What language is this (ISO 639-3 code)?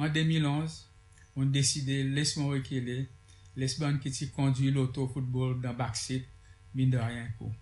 crs